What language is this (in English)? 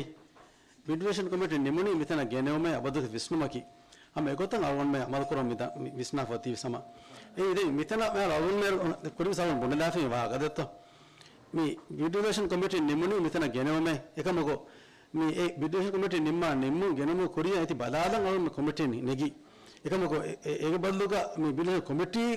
Divehi